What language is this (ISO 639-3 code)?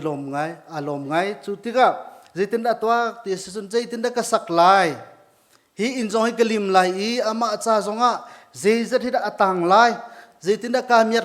cnh